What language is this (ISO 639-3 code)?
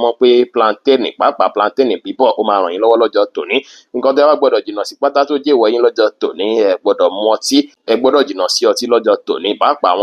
yor